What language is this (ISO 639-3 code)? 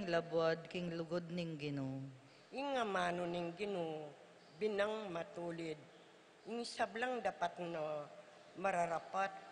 pam